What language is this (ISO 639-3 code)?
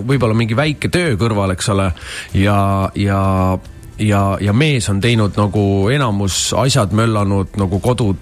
est